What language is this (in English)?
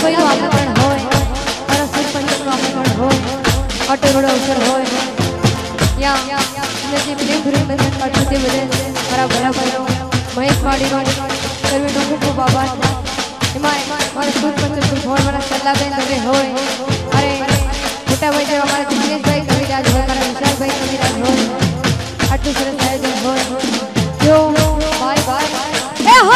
Gujarati